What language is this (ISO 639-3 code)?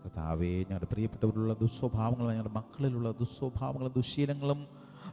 mal